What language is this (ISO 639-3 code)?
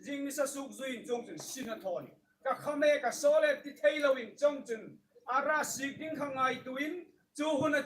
hmr